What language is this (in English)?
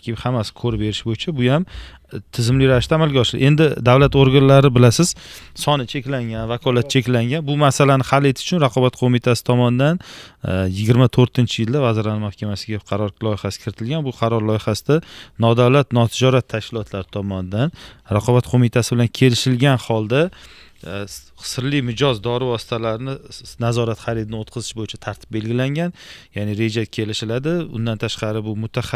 Uzbek